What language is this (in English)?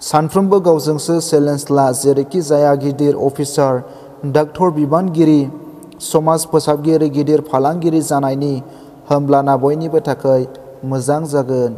Bodo